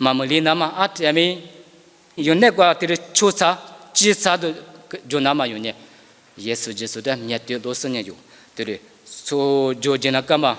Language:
Lisu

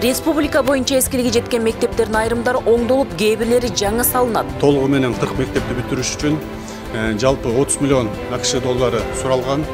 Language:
Kyrgyz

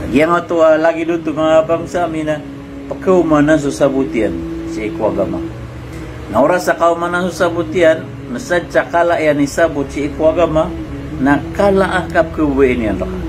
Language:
Maranao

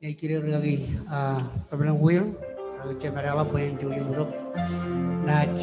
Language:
Marshallese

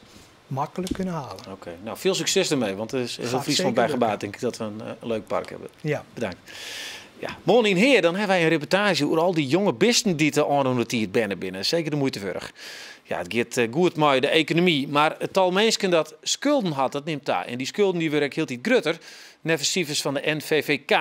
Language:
Western Frisian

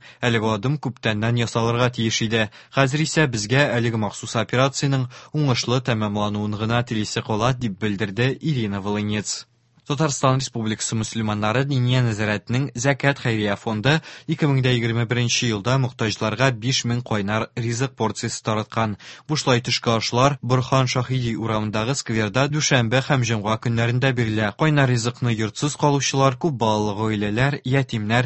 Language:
Tatar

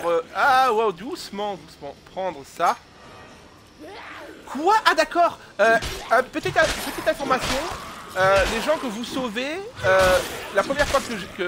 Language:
French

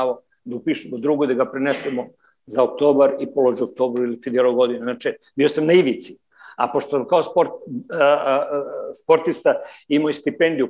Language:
Serbian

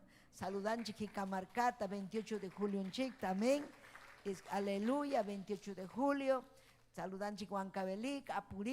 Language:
Ayacucho Quechua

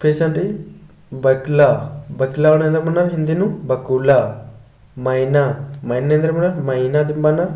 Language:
Kurukh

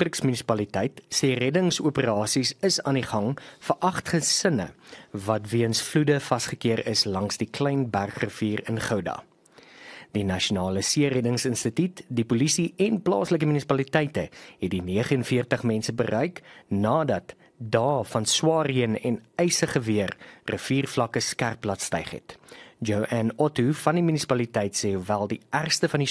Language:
Afrikaans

